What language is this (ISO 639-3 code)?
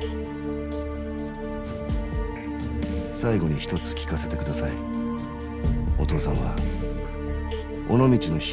jpn